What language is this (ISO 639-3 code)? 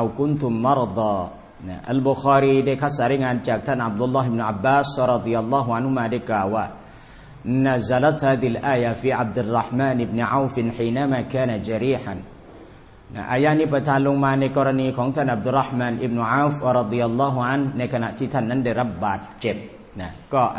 tha